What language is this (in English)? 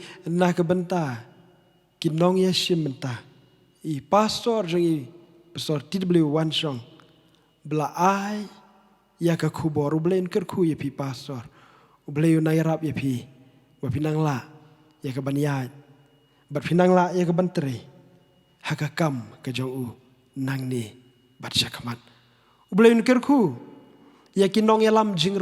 Khasi